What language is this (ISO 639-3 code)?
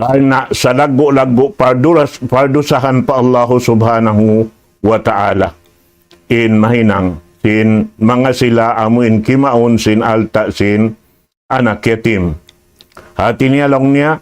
tsg